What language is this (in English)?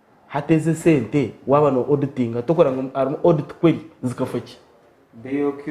Nyankole